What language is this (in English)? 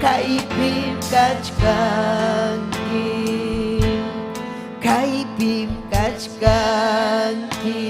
Ayacucho Quechua